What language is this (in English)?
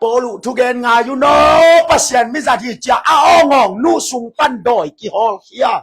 Tedim Chin